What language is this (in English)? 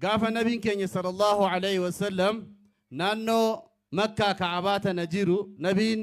Oromo